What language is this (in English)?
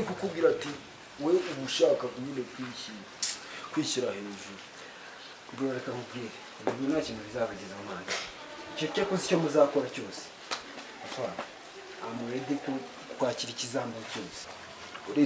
Kinyarwanda